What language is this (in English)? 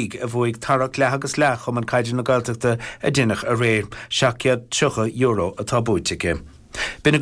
Irish